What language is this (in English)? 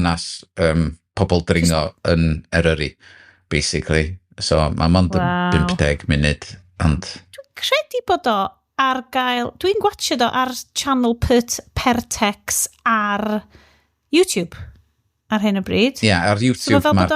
Welsh